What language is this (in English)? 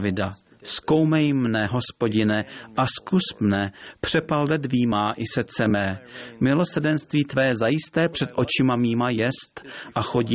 Czech